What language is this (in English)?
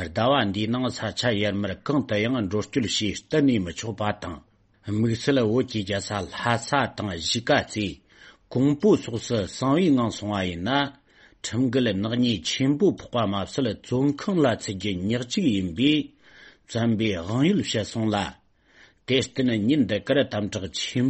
Tibetan